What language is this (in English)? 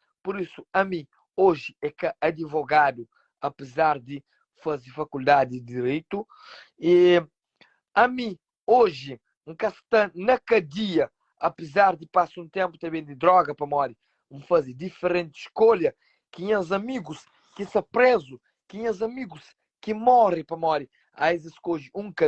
Kabuverdianu